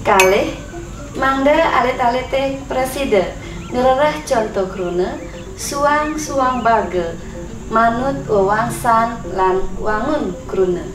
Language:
Balinese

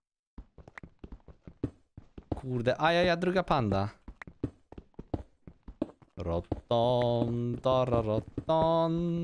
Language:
Polish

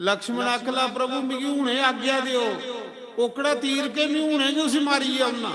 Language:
Dogri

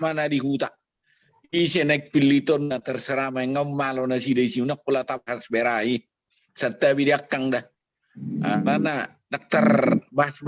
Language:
Batak Toba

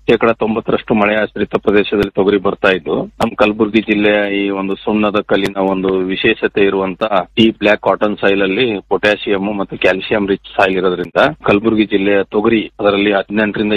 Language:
Kannada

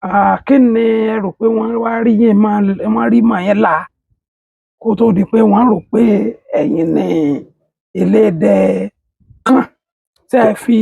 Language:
Yoruba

